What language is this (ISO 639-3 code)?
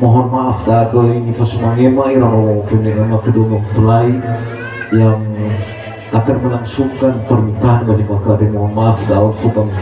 nia